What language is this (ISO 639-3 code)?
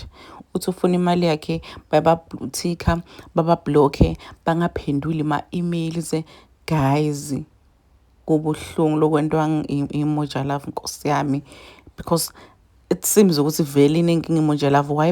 zul